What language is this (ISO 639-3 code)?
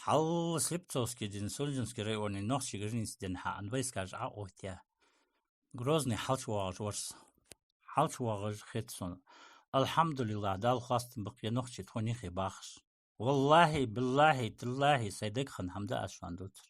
inh